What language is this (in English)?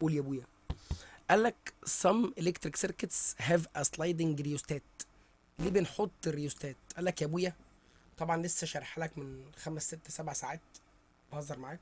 Egyptian Arabic